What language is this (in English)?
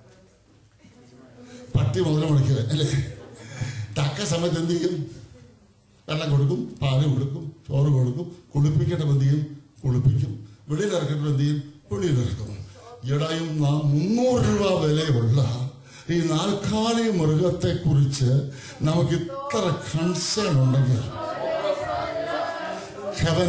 Malayalam